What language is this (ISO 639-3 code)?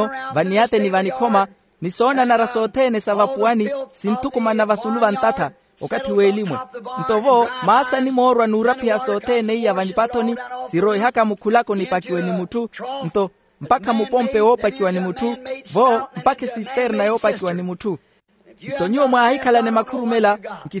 vmw